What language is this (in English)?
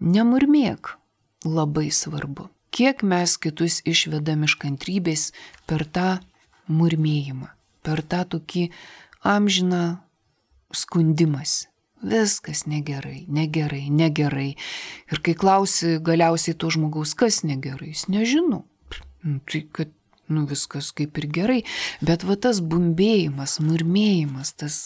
Lithuanian